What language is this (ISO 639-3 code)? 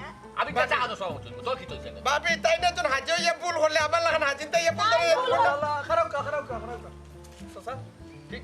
syl